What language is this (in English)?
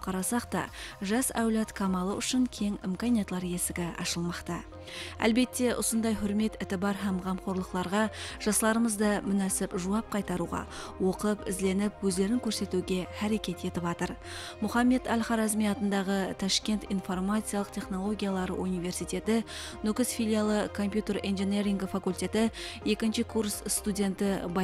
Kara-Kalpak